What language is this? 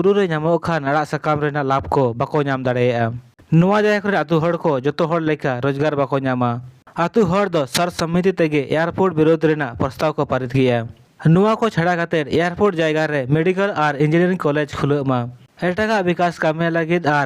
Santali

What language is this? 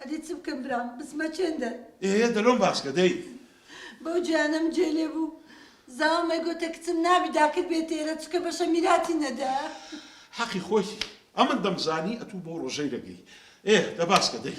Central Kurdish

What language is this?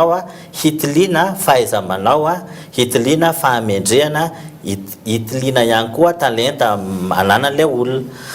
Malagasy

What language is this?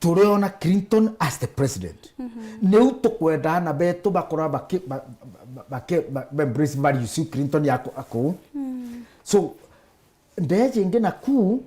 Meru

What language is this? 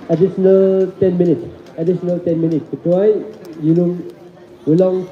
Maram Naga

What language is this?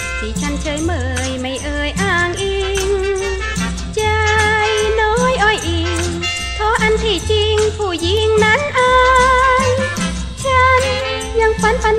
Thai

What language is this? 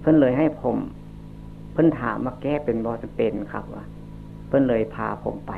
Northeastern Thai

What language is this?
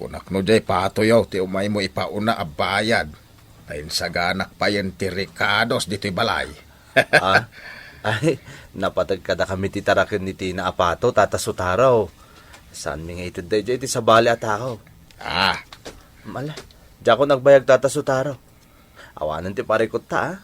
Iloko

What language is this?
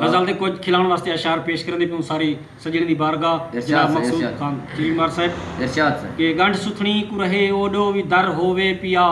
Saraiki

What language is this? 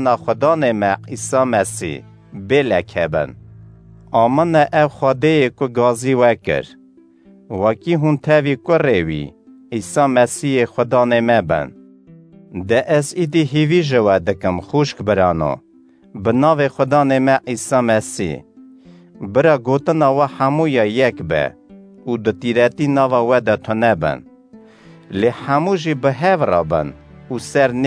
Kurdish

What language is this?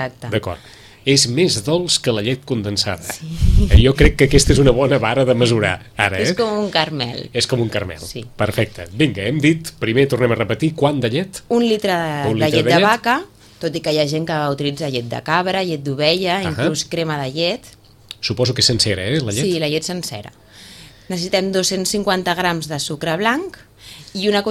Catalan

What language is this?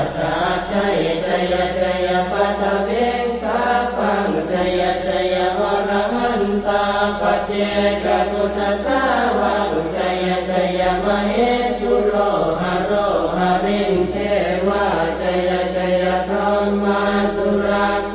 Pali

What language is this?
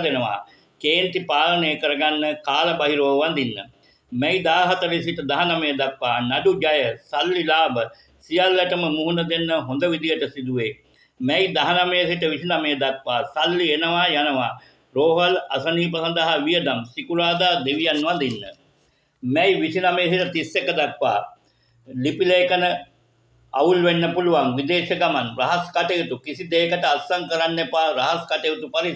Sinhala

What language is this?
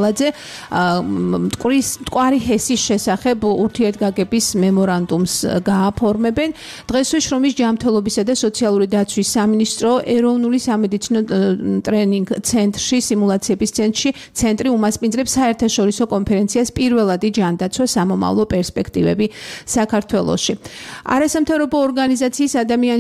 Georgian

